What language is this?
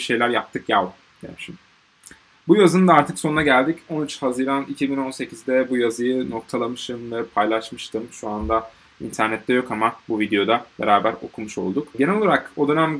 Turkish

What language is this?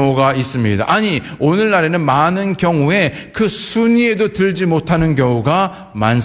Korean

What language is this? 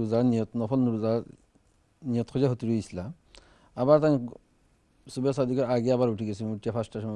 Bangla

